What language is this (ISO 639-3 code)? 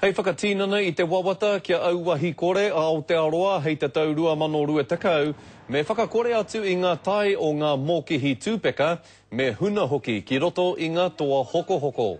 mri